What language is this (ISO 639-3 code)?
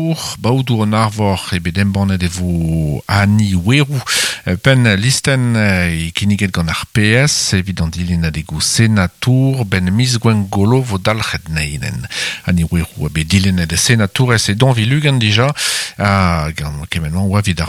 bre